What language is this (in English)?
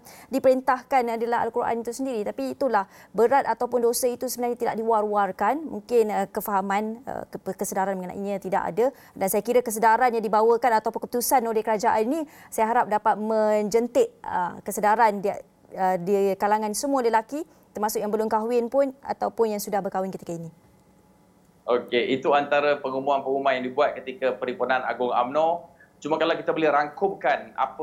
Malay